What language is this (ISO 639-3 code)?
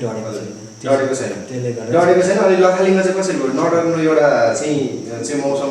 nep